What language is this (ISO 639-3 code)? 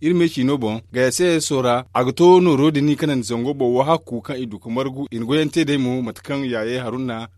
dje